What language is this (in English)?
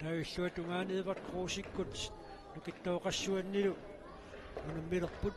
Kalaallisut